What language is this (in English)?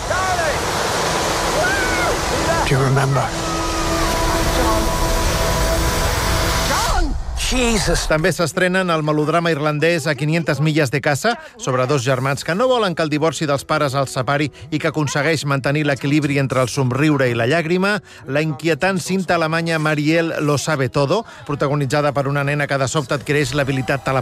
Catalan